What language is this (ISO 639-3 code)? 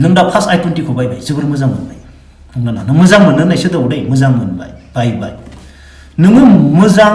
brx